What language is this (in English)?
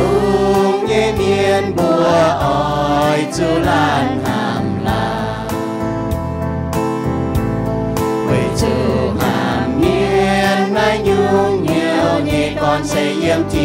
Iu Mien